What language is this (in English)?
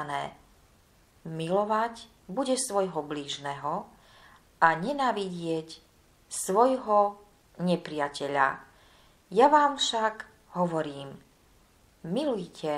Slovak